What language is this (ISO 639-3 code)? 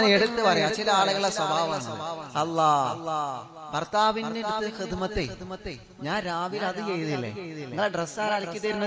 mal